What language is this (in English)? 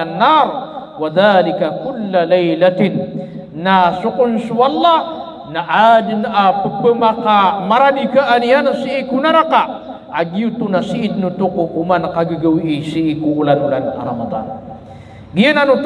Maranao